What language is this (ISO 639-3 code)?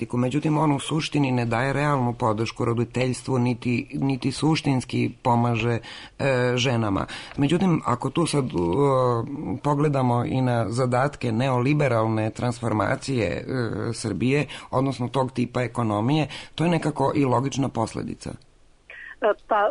srp